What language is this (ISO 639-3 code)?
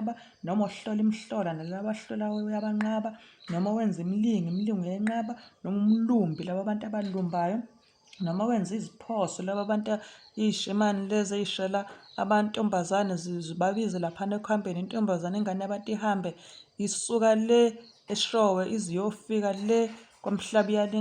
zul